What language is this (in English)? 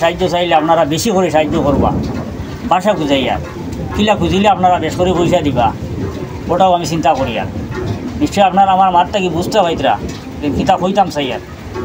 Sylheti